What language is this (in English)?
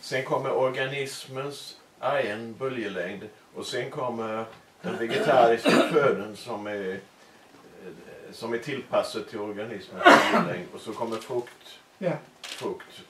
Danish